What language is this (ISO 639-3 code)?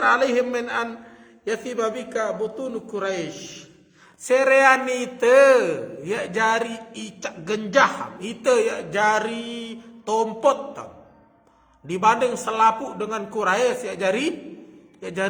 sas